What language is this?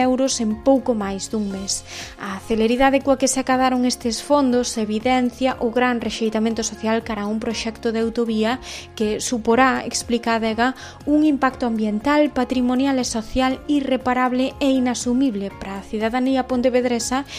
Galician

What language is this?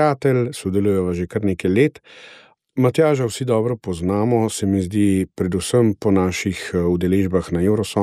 Slovenian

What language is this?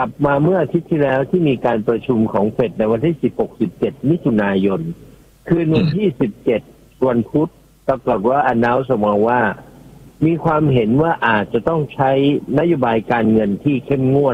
Thai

